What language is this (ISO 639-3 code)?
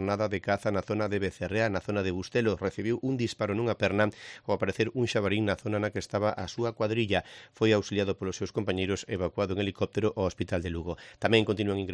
glg